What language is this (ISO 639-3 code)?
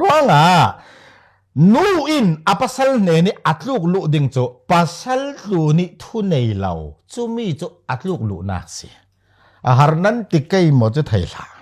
cfm